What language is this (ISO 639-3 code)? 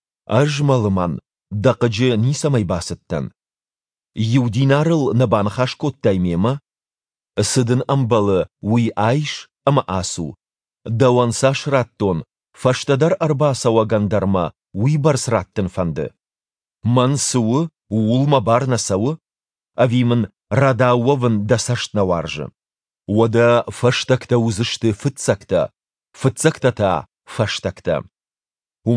oss